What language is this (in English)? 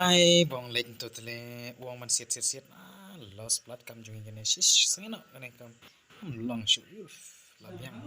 Khasi